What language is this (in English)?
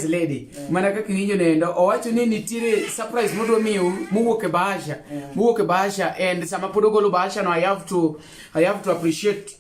Luo (Kenya and Tanzania)